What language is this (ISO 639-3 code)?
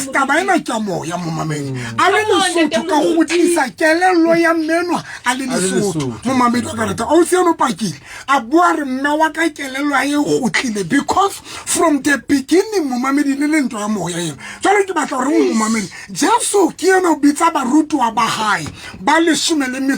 sot